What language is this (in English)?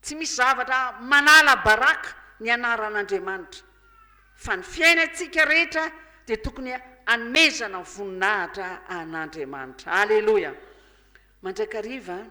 Malagasy